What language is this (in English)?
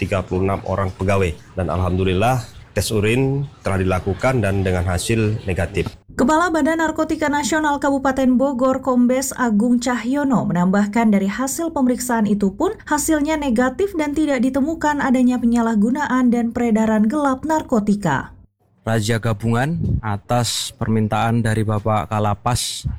Indonesian